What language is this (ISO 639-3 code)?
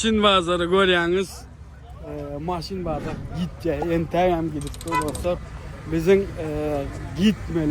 tuk